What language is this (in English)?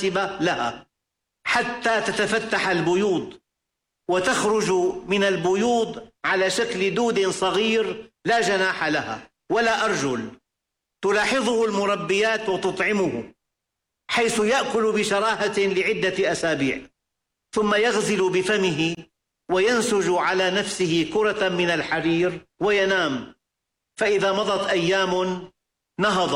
Arabic